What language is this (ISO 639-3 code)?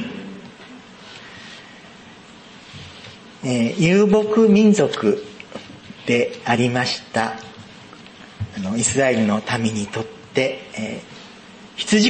jpn